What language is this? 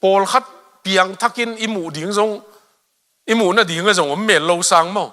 Tedim Chin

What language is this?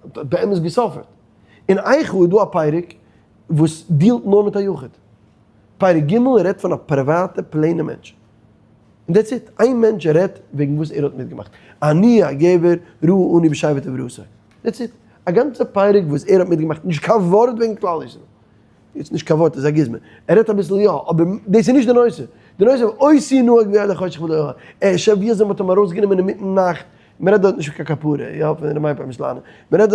Yiddish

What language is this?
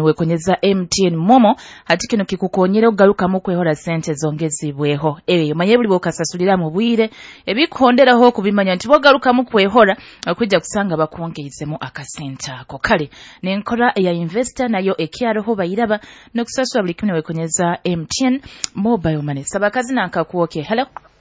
Nyoro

